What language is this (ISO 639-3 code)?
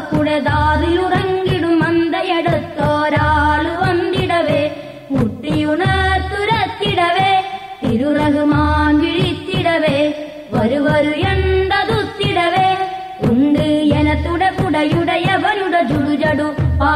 mal